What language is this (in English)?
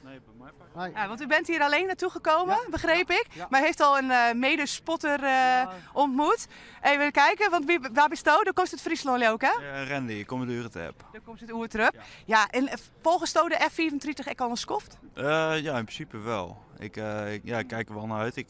Western Frisian